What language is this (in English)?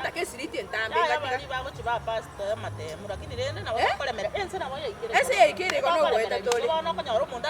Gusii